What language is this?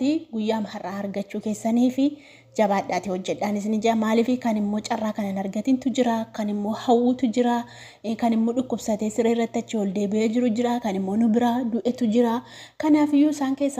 Oromo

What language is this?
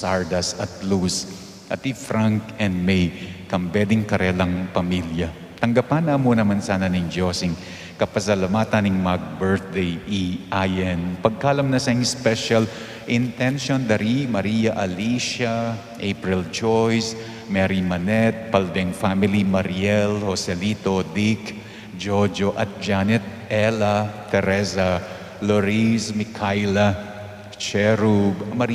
Pampanga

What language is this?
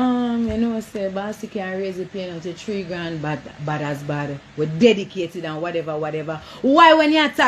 Jamaican Creole English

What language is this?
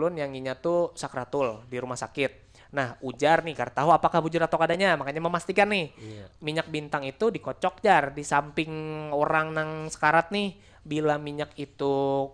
Banjar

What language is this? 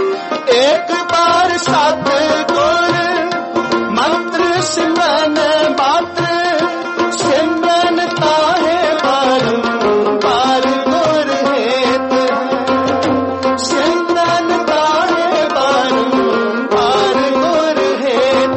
Hindi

